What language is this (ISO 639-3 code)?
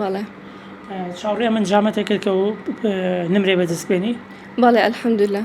ckb